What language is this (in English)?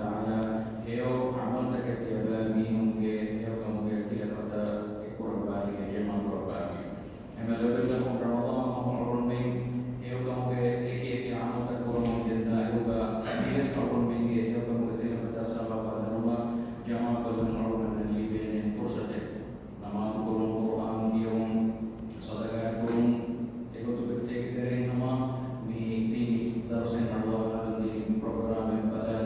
Divehi